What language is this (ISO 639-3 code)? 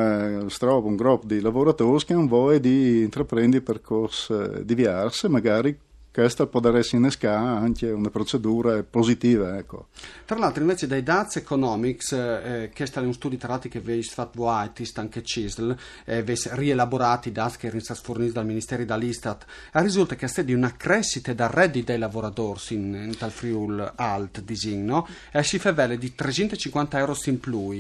fur